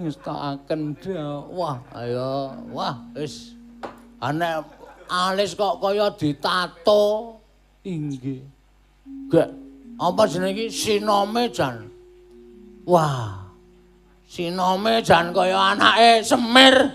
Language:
Javanese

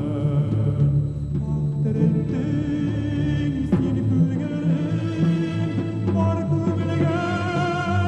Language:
Tatar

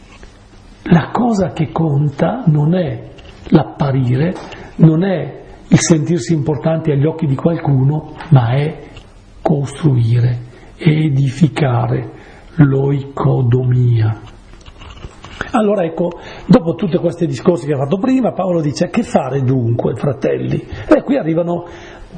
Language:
Italian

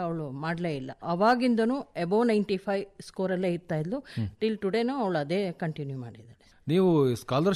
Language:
Kannada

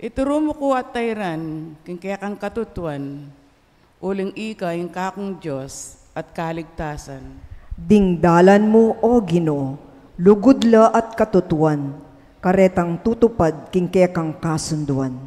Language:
Pampanga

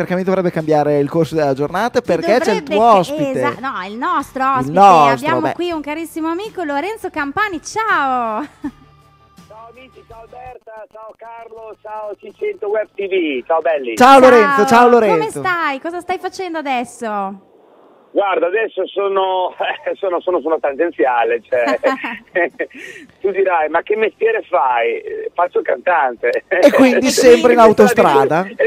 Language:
Italian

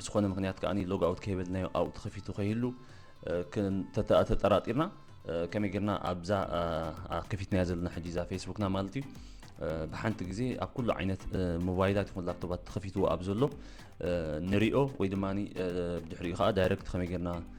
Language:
Tigrinya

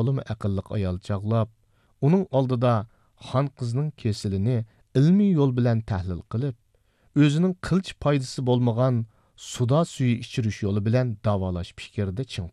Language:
Uyghur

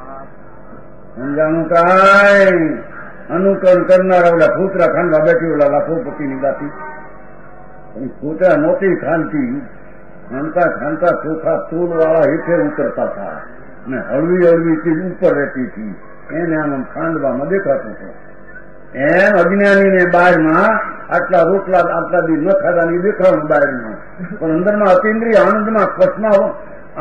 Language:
Gujarati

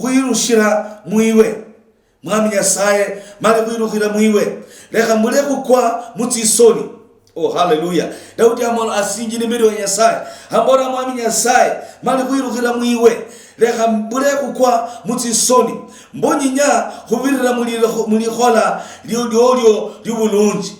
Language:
Luyia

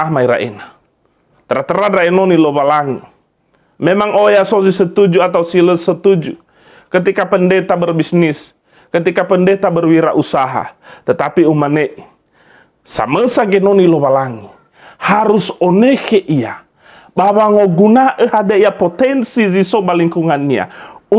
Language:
Nias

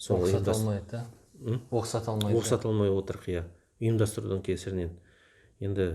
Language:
Kazakh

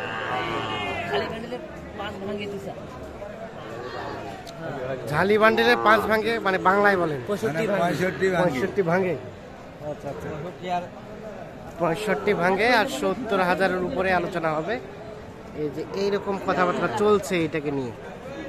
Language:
Bangla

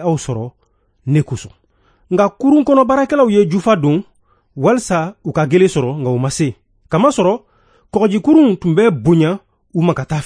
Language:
Bambara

